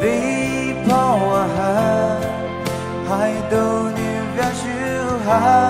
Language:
Poumei Naga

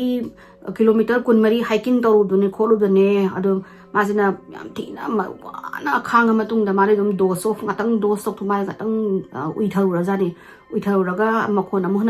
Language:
Manipuri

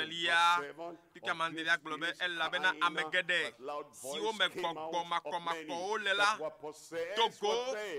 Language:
Ewe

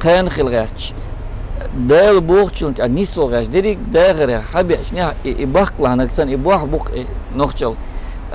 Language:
Chechen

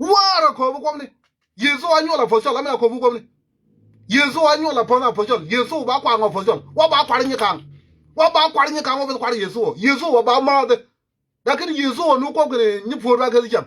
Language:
Nuer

